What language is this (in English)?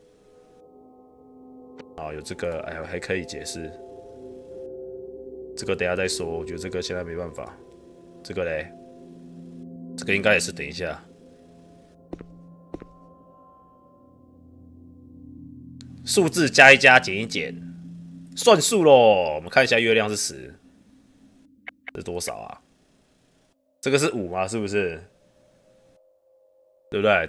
Chinese